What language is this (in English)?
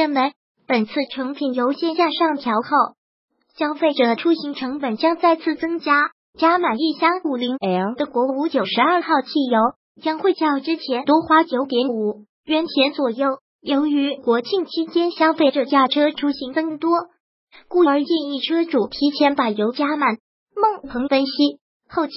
Chinese